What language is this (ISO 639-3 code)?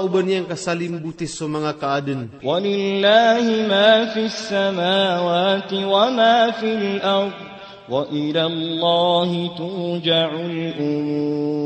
mrw